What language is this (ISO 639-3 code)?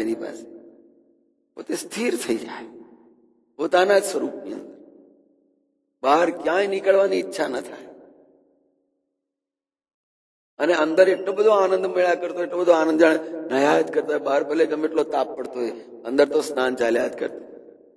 guj